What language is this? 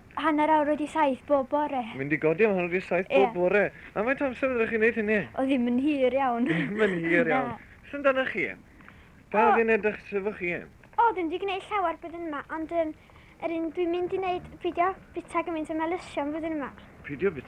Welsh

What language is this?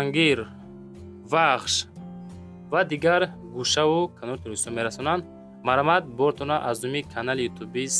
Tajik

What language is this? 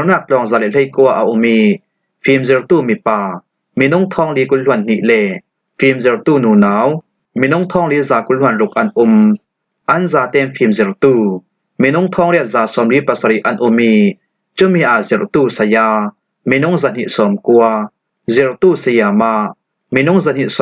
Falam Chin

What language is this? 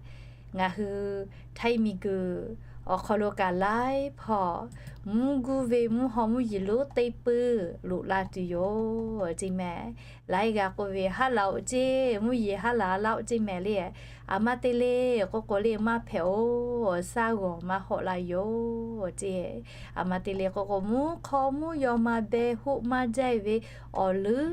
Lahu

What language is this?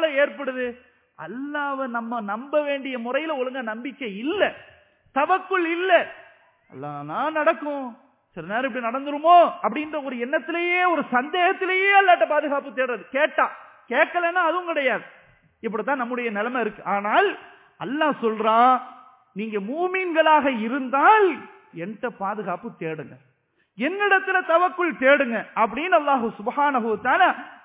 Tamil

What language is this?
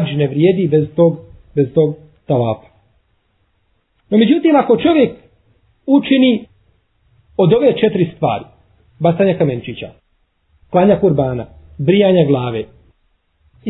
Bosnian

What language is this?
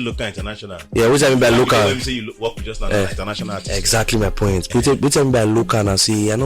Nigerian Pidgin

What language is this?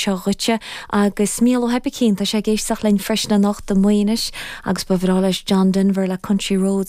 Irish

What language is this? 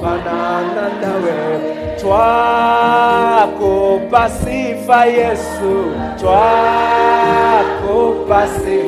Swahili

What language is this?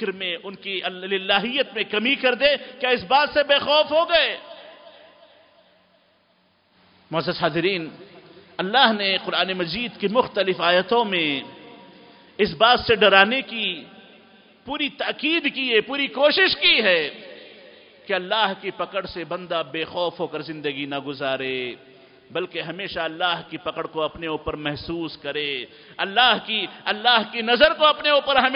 Urdu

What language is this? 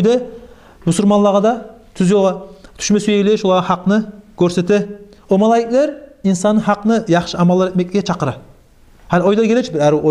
Kumyk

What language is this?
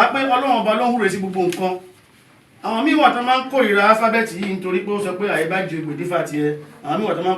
Yoruba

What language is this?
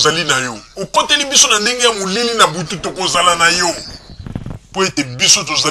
Lingala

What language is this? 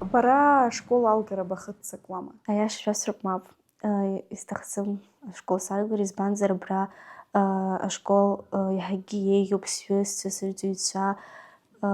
Abkhazian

